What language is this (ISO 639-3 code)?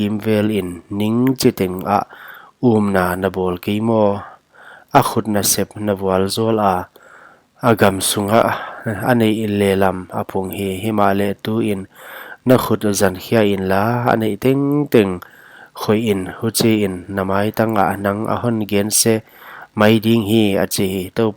pck